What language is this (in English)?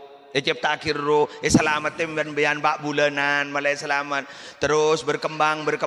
Madurese